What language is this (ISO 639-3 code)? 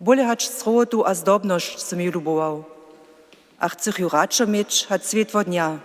hsb